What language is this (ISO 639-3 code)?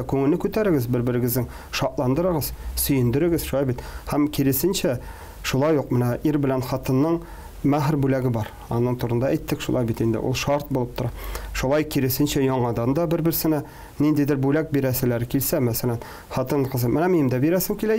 tat